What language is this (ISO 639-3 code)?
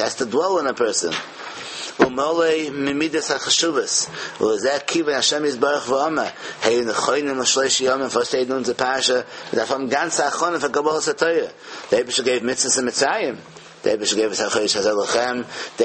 yid